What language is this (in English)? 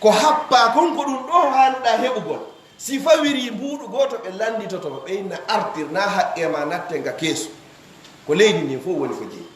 Fula